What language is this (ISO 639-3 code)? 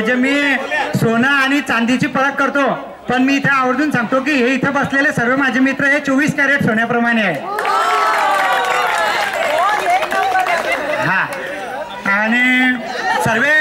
mar